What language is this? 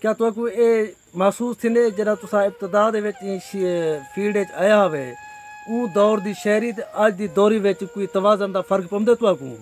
Saraiki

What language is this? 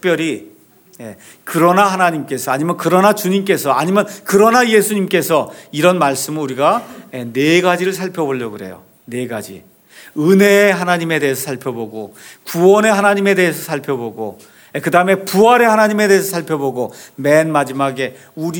Korean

